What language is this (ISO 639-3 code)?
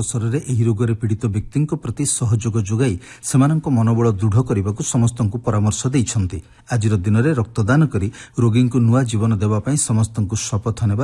ori